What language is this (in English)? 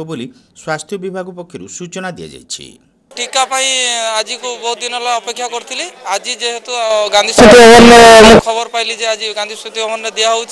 Odia